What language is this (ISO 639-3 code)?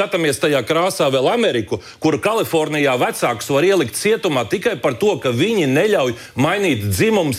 lav